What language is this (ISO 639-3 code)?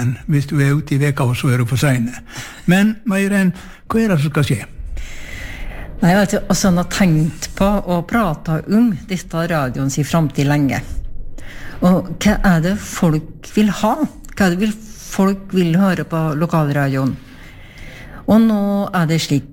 nor